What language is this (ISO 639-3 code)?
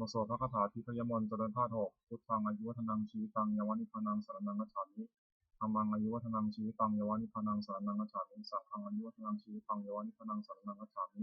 pli